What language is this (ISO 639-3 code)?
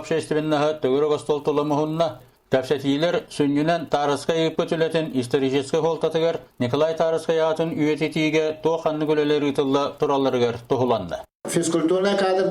sah